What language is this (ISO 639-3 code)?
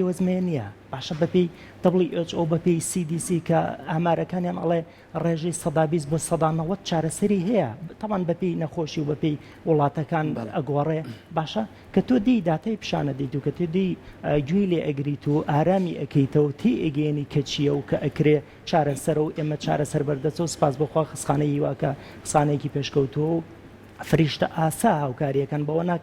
ckb